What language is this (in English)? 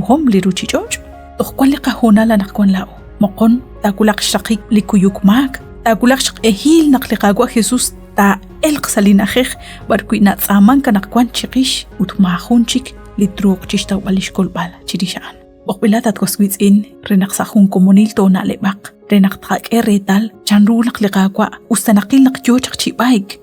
Kekchí